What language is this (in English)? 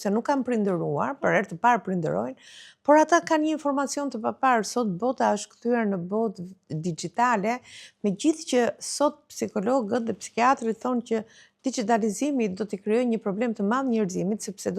Albanian